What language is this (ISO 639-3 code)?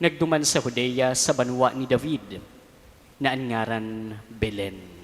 bik